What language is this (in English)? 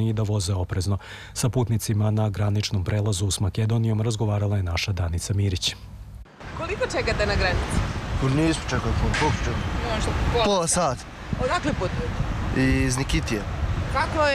Serbian